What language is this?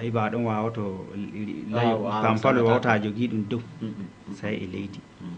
Fula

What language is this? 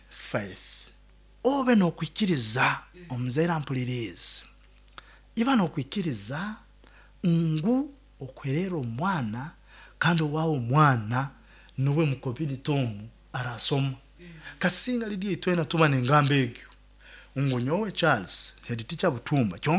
Nyoro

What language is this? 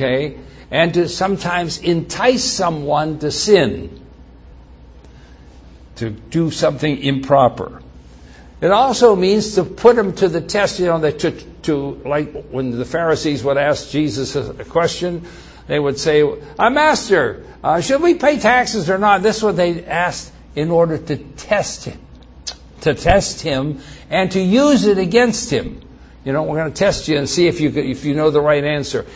English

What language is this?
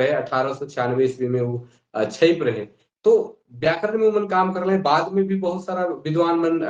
Sadri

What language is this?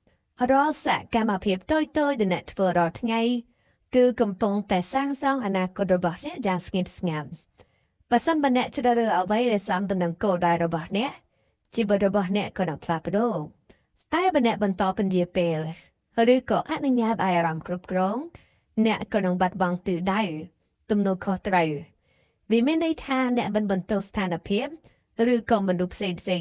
Khmer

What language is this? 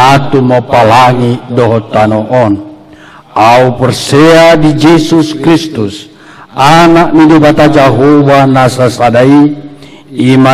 Batak Toba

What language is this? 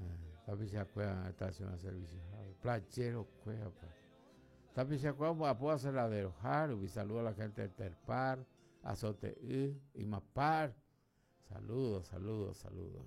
Guarani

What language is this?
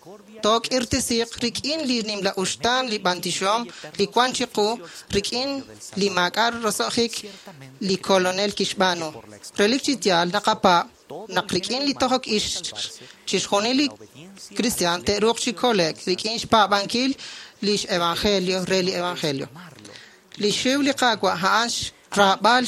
Kekchí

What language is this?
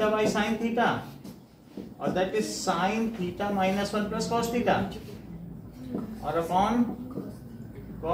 Hindi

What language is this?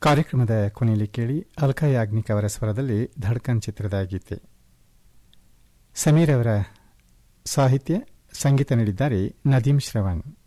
Kannada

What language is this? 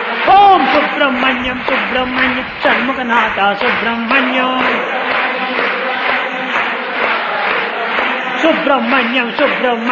Telugu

